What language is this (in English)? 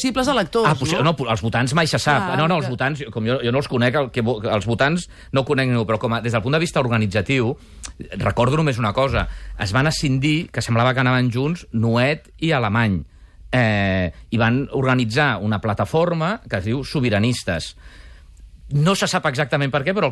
Catalan